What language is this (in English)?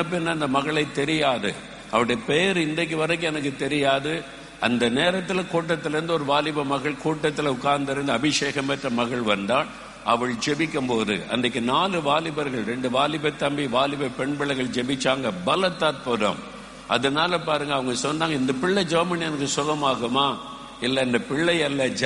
Tamil